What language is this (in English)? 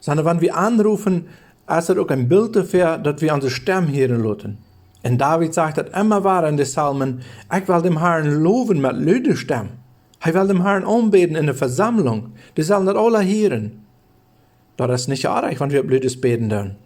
Plautdietsch